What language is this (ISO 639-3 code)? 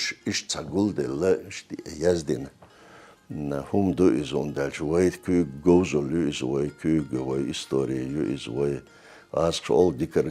che